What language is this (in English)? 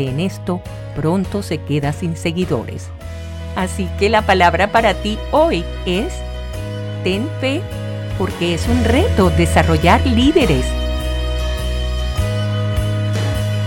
Spanish